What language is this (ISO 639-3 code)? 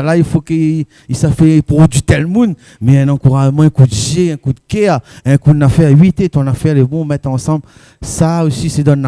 rcf